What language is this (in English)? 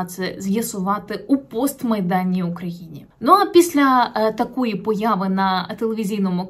Ukrainian